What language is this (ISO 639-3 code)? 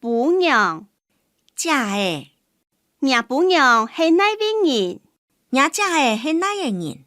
hak